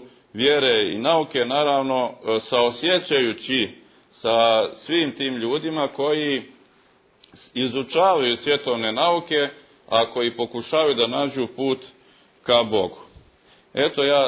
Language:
Serbian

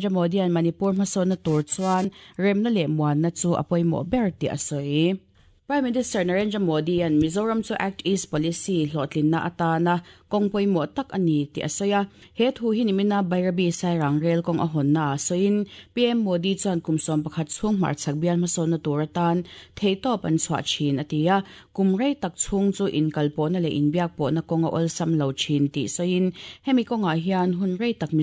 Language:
Mizo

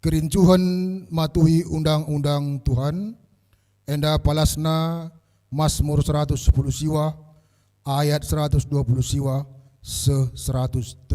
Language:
Batak Karo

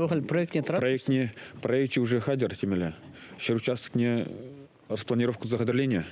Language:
Chuvash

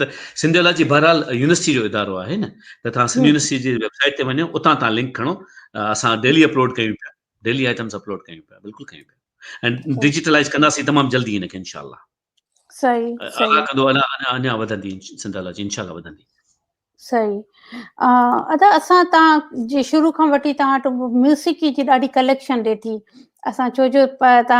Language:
Sindhi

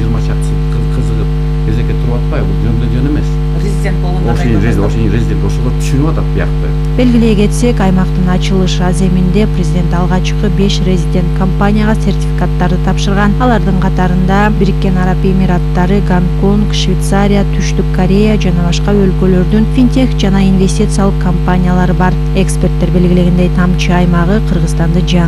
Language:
Kyrgyz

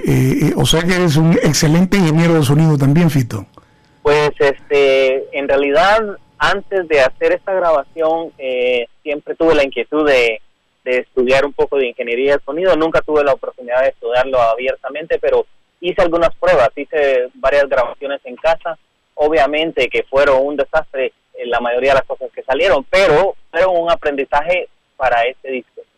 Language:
Spanish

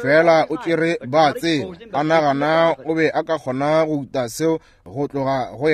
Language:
Northern Sotho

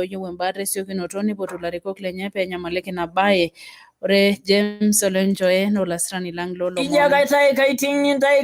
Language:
Masai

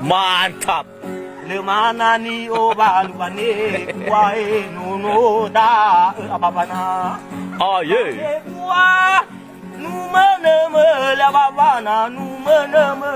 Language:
Nias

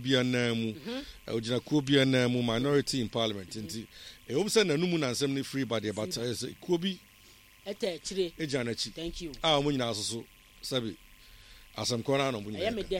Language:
Akan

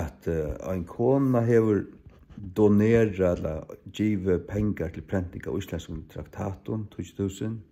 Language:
Faroese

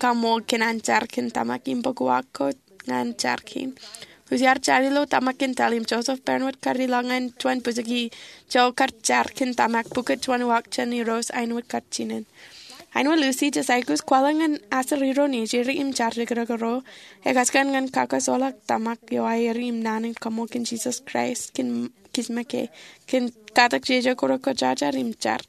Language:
Marshallese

